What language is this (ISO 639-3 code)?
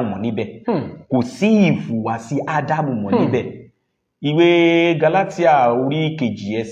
yor